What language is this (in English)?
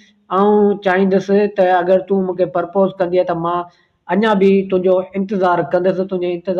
Sindhi